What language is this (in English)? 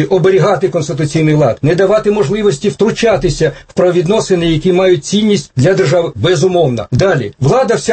Ukrainian